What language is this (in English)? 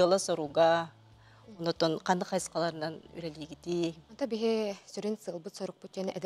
Yakut